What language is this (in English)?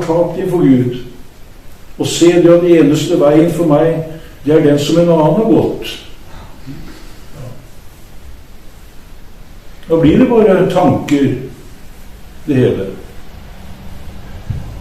Norwegian